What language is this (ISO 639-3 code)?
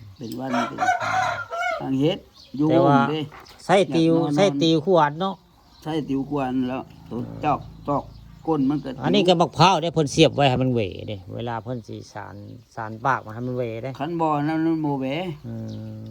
tts